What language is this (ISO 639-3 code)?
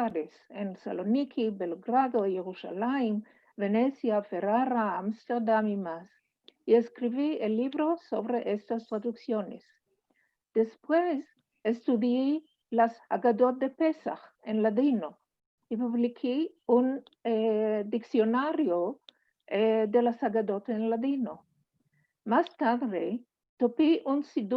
lad